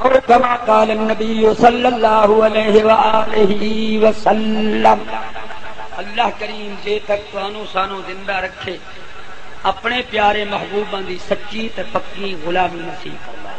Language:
Saraiki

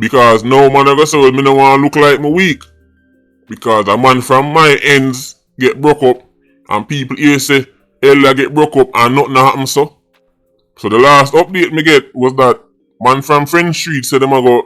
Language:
Jamaican Creole English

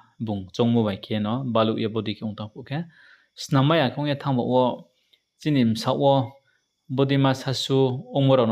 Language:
Riang (India)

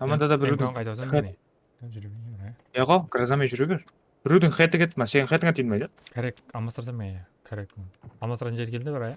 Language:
Kara-Kalpak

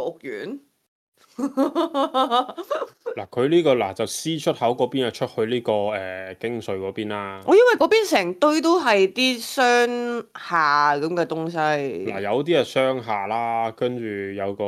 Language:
Cantonese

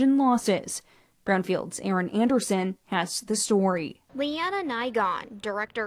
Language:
English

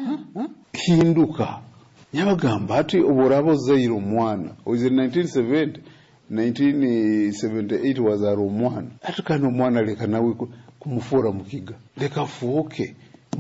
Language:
Nyoro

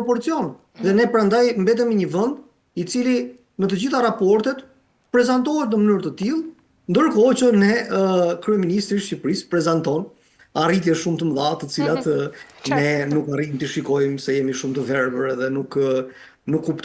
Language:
Albanian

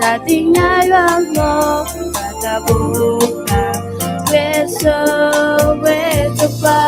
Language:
S'gaw Karen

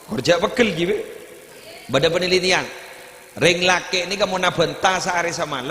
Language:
Madurese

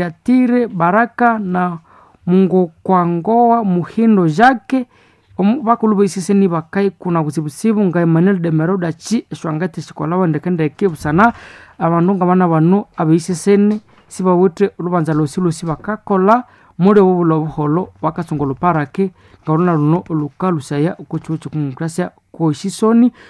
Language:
Nande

